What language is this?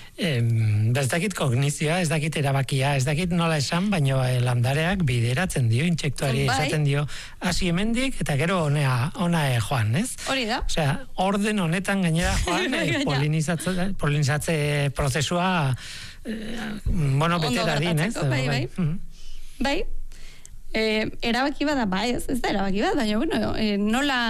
Basque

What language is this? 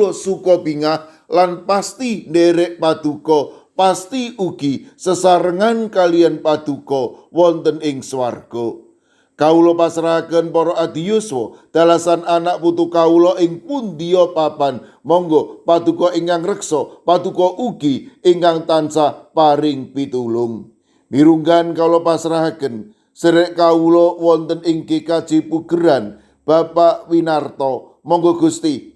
Javanese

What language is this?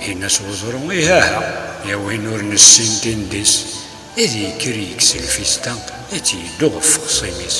Kabyle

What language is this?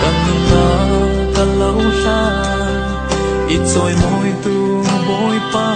Falam Chin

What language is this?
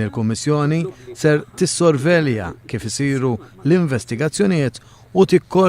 Maltese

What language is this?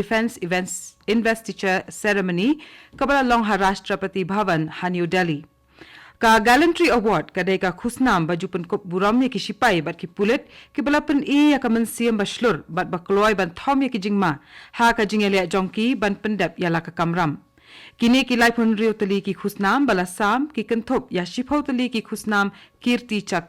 Khasi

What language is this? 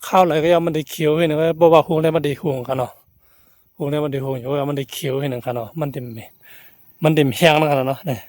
Shan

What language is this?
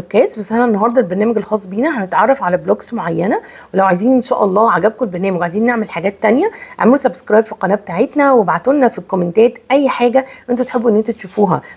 Egyptian Arabic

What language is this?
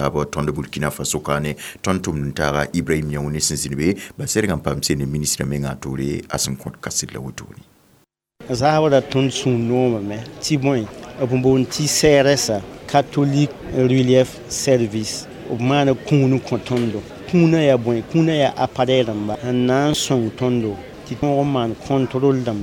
Mossi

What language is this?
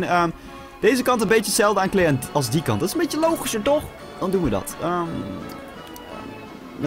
Dutch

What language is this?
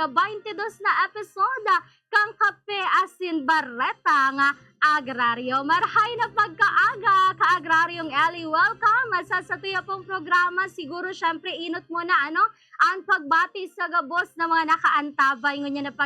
Bikol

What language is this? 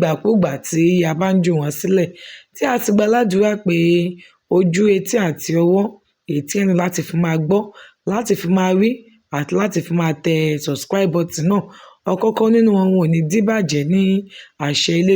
Yoruba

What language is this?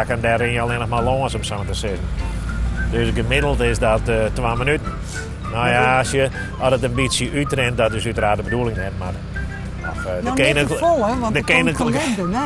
Western Frisian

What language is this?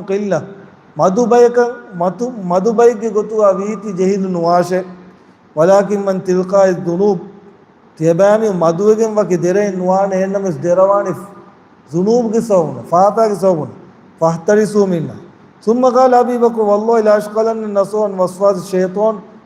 Divehi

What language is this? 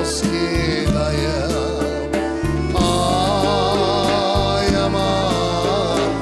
Crimean Tatar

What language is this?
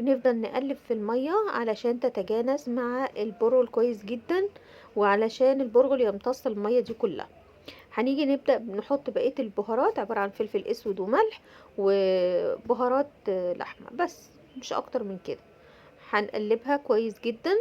Egyptian Arabic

